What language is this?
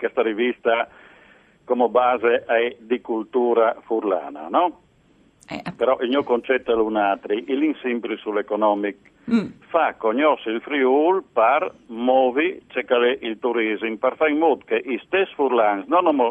Friulian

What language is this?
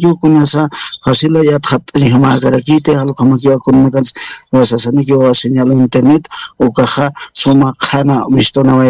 Aymara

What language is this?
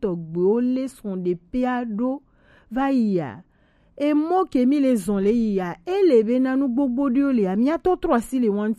Gen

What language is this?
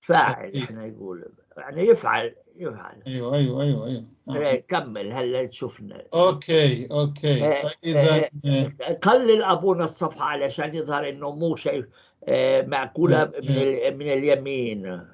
North Levantine Arabic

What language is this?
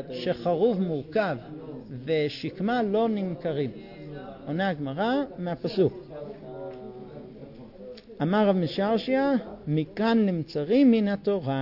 Hebrew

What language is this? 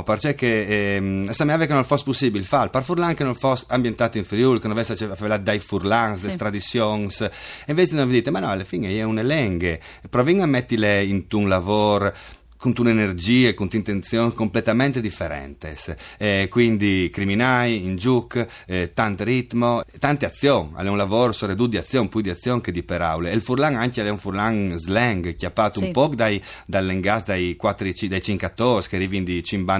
Friulian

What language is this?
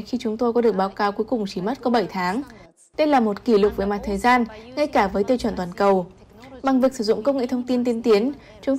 Vietnamese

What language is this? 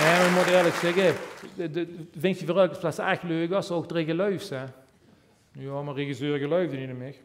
Limburgish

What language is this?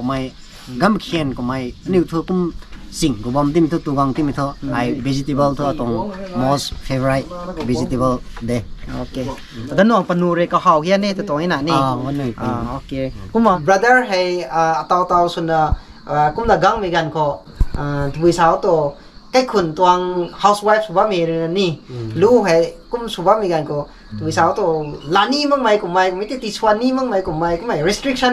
Rongmei Naga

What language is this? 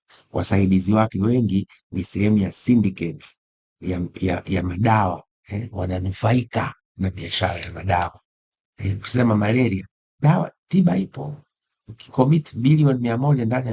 Swahili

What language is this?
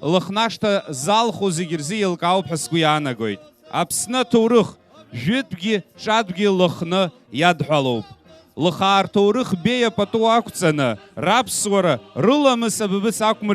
Abkhazian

